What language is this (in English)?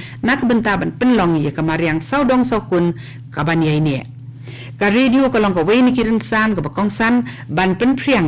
Khasi